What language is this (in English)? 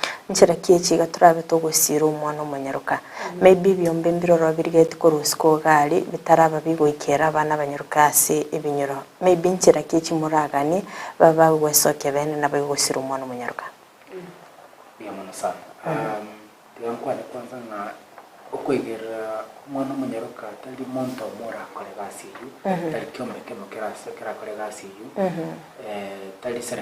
Gusii